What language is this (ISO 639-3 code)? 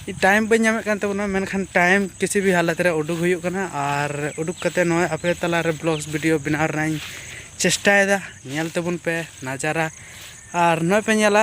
sat